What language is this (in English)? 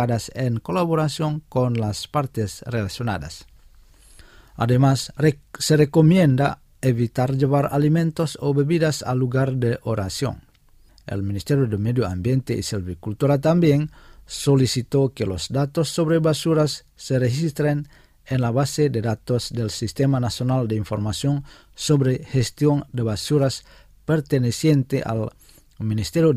Spanish